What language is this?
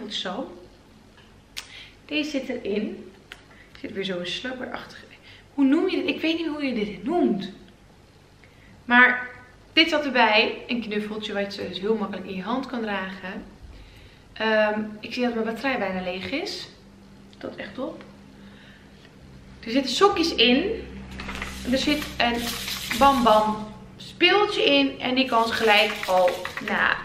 Dutch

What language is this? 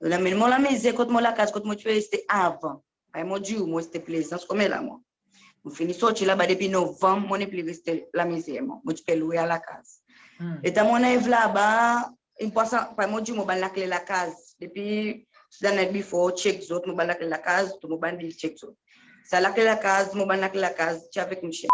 Seselwa Creole French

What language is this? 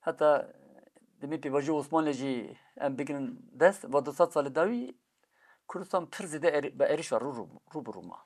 Kurdish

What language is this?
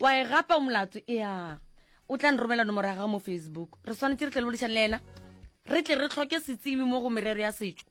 Northern Sotho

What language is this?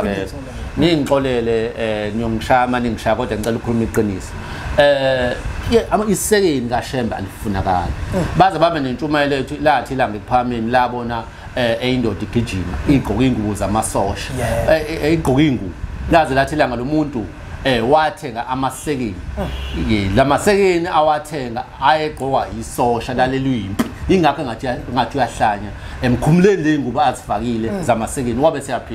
Zulu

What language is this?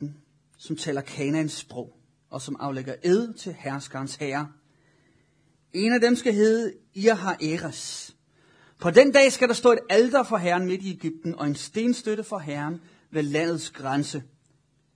Danish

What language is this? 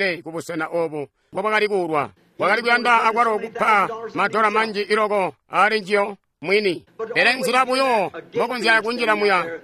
Tonga (Zambia)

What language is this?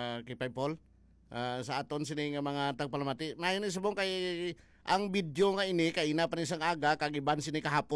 Hiligaynon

